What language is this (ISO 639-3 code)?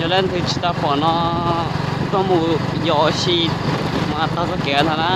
hmn